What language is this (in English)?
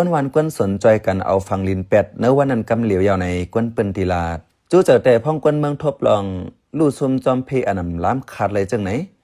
Shan